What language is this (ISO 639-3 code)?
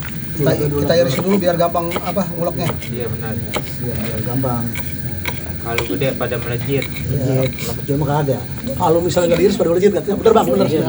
bew